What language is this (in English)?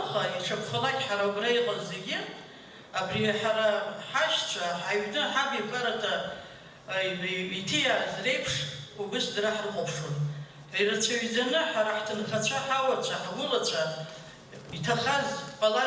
Abkhazian